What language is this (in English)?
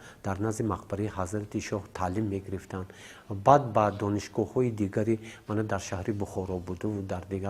Tajik